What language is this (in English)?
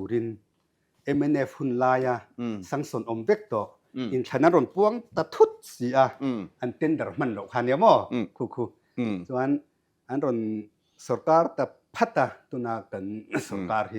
Mizo